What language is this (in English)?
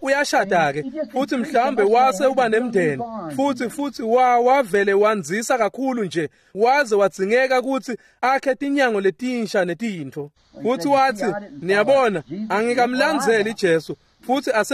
Swati